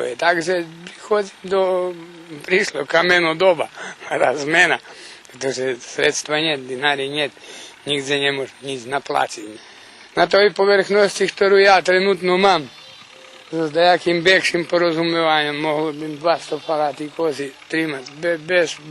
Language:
Rusyn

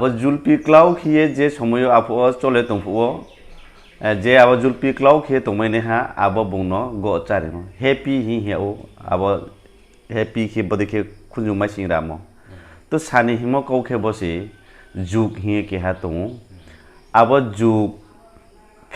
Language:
Riang (India)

